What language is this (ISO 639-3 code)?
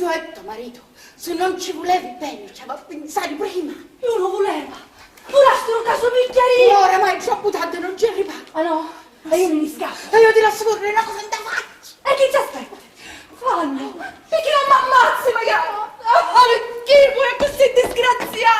scn